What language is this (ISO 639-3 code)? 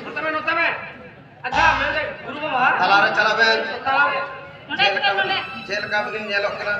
sat